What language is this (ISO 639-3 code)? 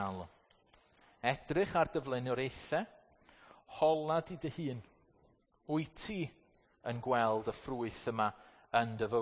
cym